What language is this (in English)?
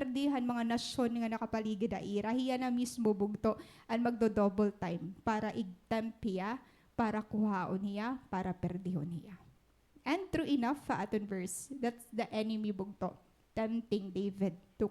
Waray